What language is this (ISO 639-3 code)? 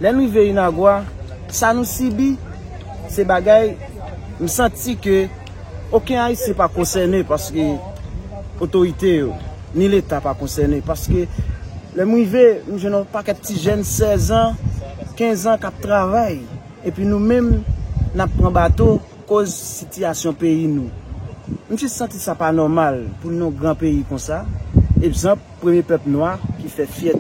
hat